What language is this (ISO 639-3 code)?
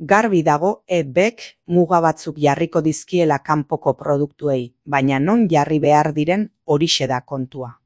eus